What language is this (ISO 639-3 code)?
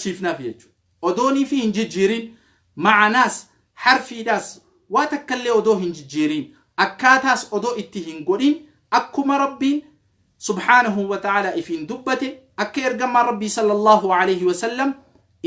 orm